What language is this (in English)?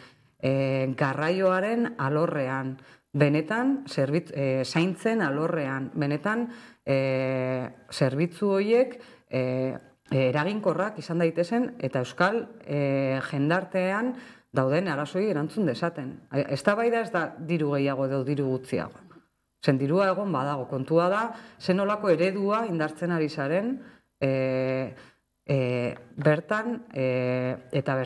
Basque